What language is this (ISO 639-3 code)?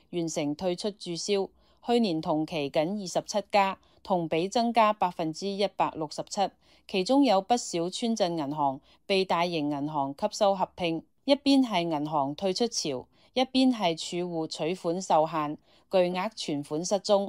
yue